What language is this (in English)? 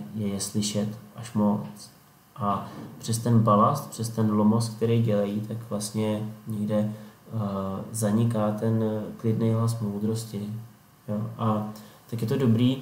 Czech